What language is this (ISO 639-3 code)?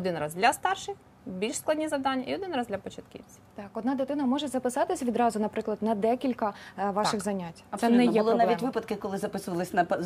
ukr